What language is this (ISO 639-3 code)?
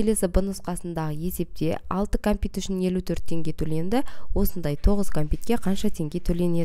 kaz